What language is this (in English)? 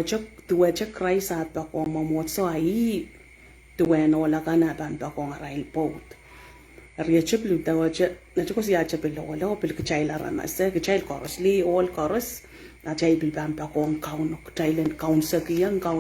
Pohnpeian